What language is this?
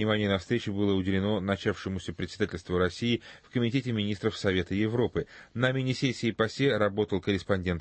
Russian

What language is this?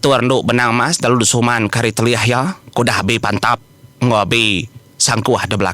Iban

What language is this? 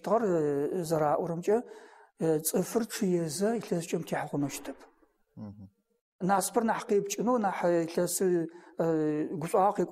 Adyghe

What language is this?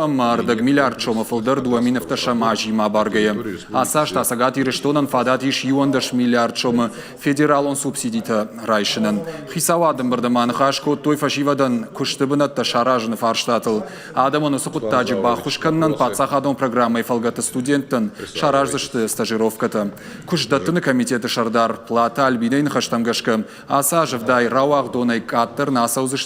Ossetic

